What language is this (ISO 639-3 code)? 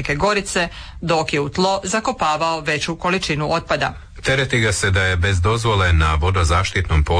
hrv